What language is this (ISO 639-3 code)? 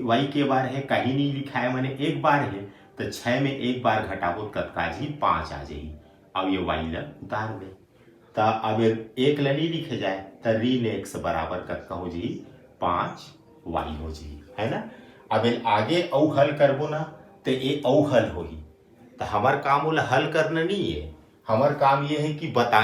hne